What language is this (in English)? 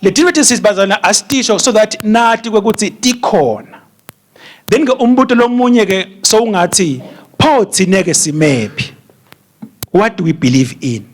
Swati